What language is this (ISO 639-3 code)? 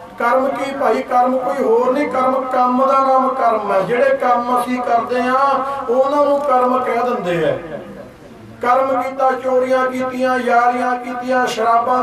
pan